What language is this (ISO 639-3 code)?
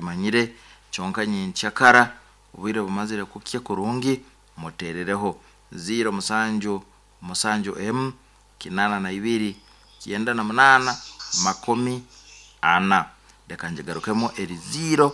nyn